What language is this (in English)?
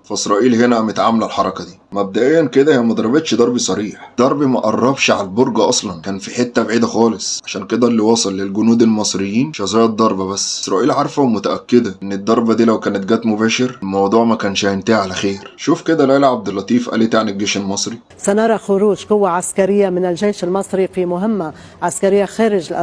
Egyptian Arabic